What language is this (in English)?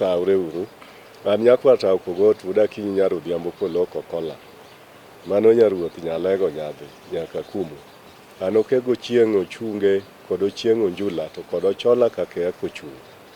Luo (Kenya and Tanzania)